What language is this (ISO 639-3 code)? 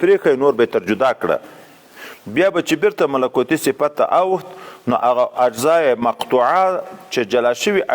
pus